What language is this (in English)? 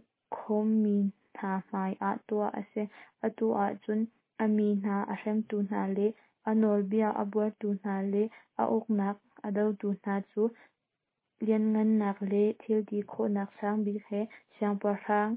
Hakha Chin